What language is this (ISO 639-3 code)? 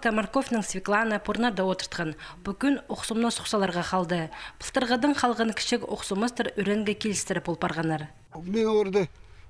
kjh